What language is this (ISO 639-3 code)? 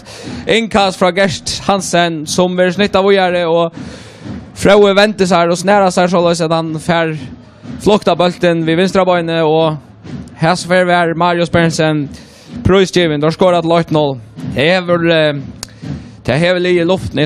fao